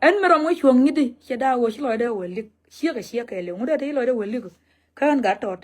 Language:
Nuer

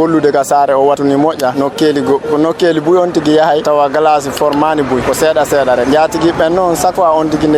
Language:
Fula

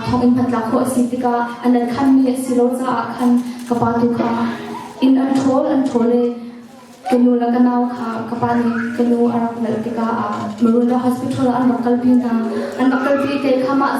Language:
Hakha Chin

